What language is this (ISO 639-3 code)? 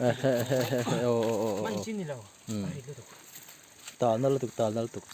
lus